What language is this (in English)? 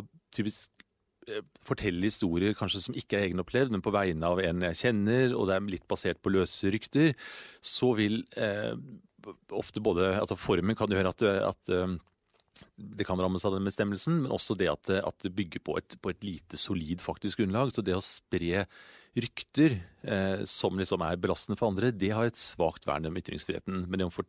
Norwegian